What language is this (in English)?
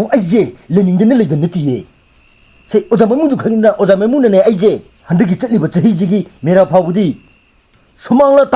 Manipuri